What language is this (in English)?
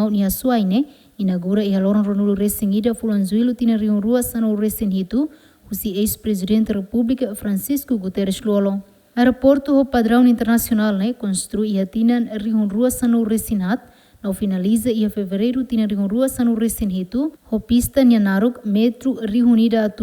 Tetum